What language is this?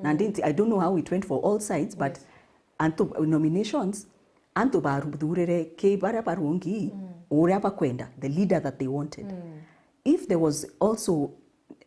Meru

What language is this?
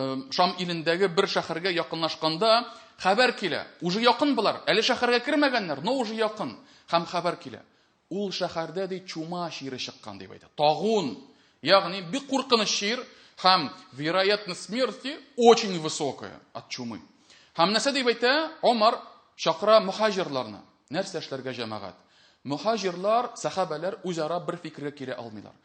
Tatar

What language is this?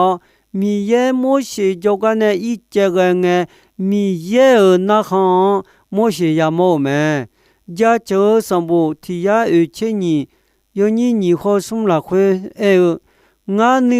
Akha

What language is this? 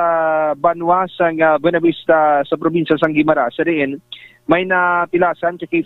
Hiligaynon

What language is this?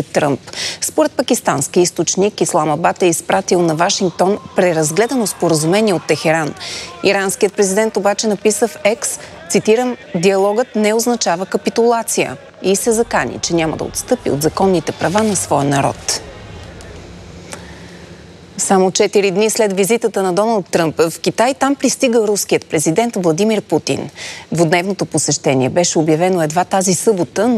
Bulgarian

